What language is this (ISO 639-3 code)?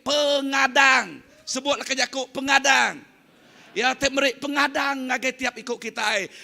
iba